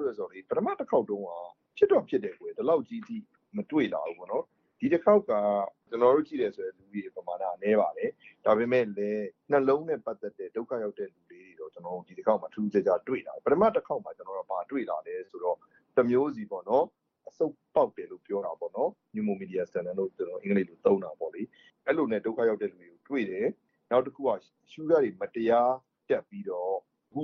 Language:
Burmese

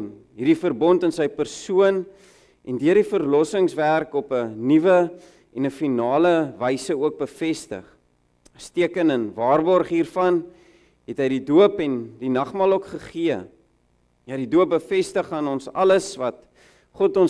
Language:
Afrikaans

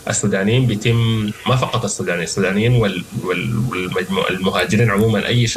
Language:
Sudanese Arabic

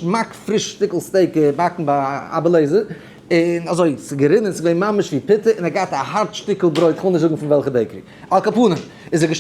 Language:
Yiddish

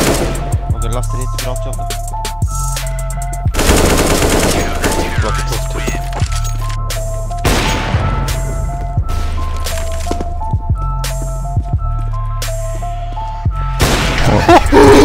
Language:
Icelandic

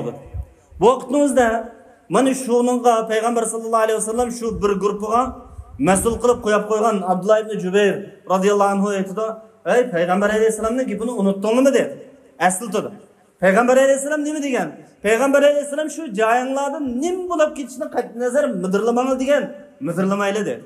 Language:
Uyghur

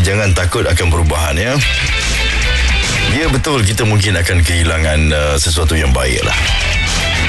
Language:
Malay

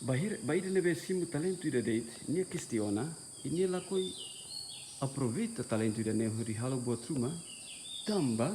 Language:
Tetum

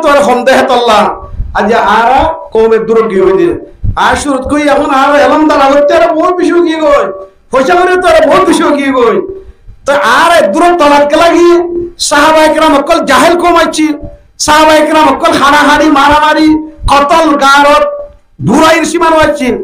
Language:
Rohingya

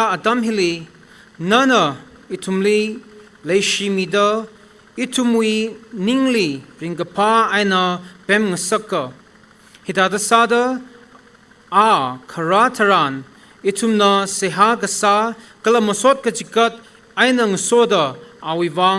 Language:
Tangkhul Naga (India)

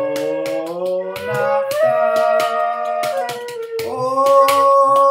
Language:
Greek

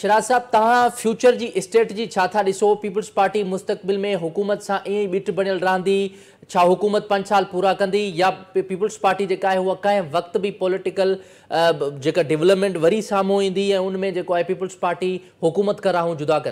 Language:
Sindhi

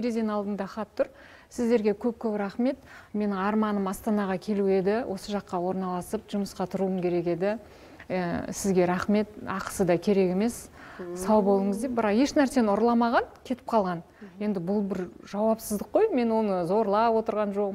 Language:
Kazakh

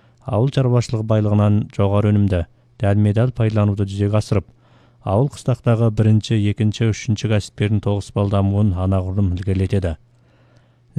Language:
Kazakh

